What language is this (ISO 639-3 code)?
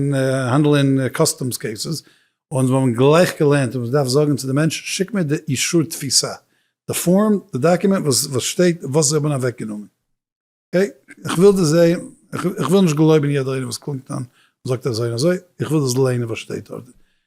yid